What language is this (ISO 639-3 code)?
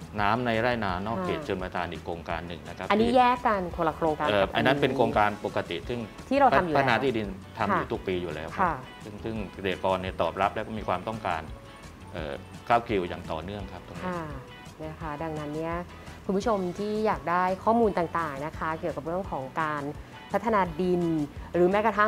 tha